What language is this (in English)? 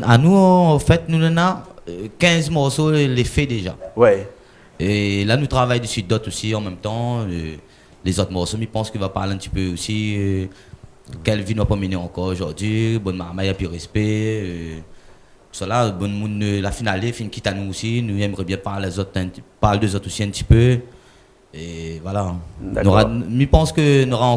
Réunion Creole French